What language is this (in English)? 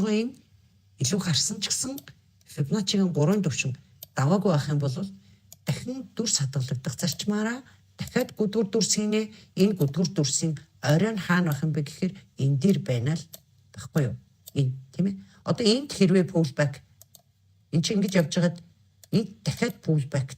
Mongolian